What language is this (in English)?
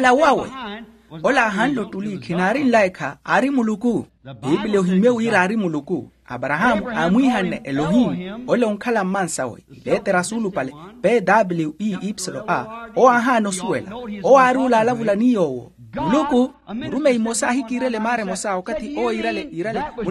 Makhuwa